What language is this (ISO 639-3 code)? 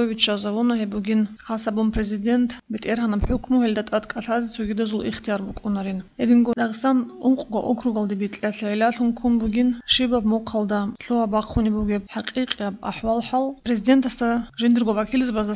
ava